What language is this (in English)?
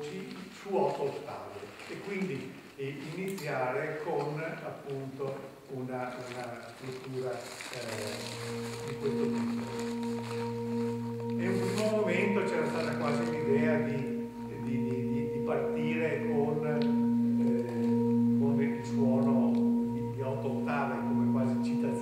Italian